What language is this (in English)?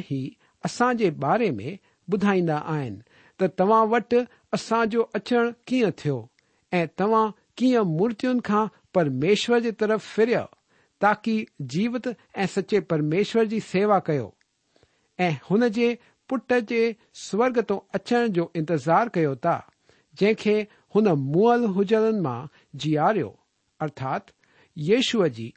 Sindhi